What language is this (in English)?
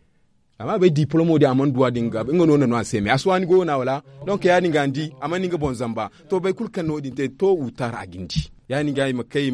Zarma